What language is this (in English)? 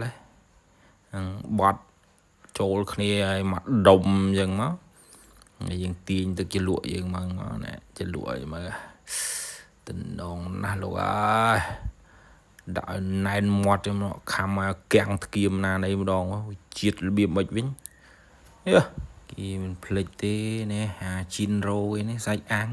Khmer